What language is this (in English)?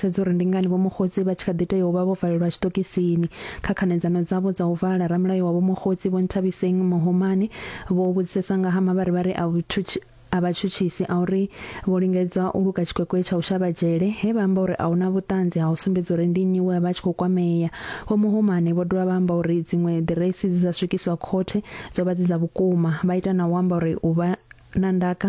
Venda